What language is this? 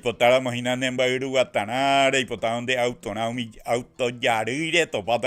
Guarani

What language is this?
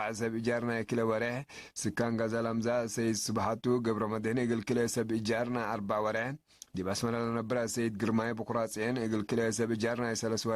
Tigre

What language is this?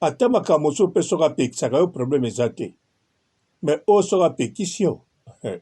Lingala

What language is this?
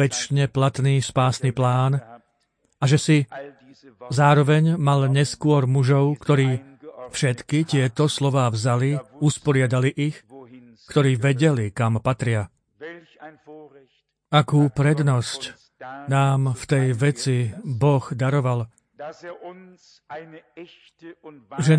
Slovak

